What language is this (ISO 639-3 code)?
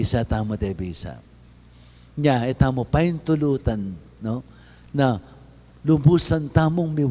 pam